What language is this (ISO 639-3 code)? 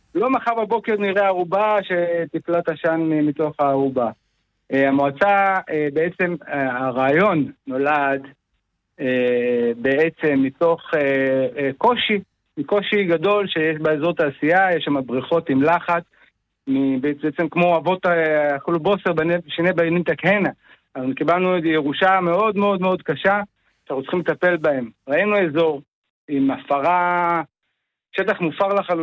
heb